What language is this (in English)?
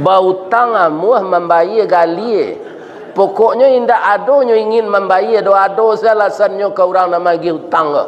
Minangkabau